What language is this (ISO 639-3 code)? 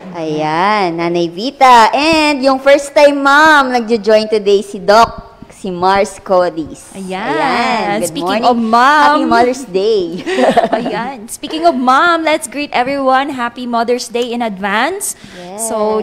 fil